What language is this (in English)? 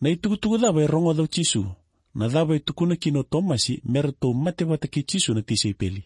Fijian